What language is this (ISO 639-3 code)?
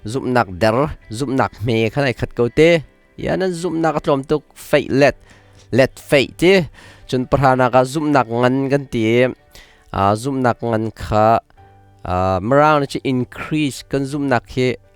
cnh